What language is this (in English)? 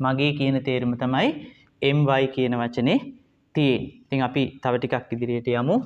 Sinhala